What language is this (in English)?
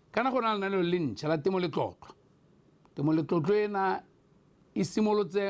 Tswana